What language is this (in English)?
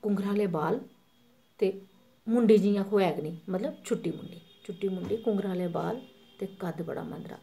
Dogri